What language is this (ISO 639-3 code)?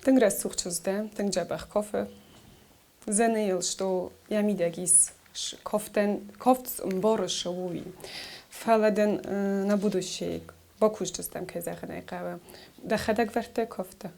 oss